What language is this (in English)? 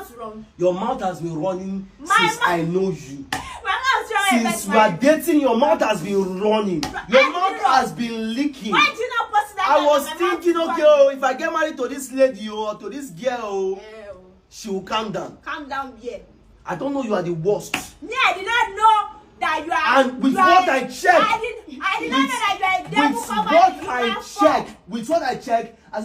Nigerian Pidgin